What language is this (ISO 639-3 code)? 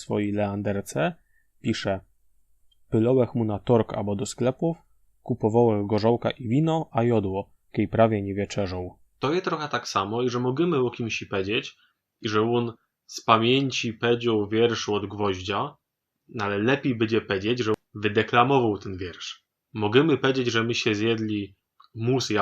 szl